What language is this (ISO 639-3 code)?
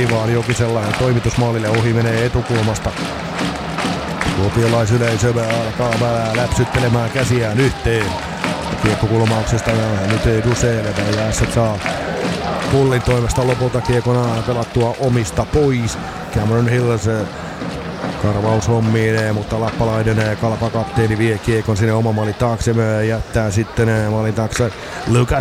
fin